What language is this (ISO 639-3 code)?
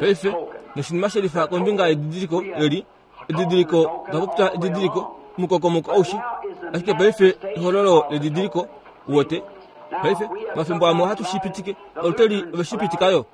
kua